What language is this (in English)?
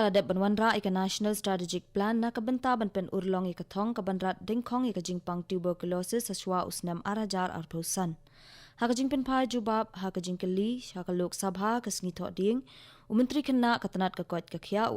Khasi